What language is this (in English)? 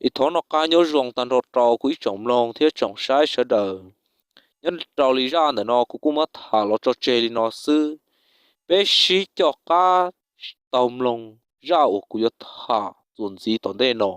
Hmong